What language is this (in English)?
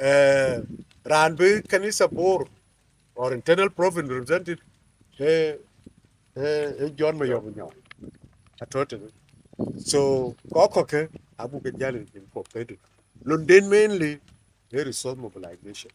Dinka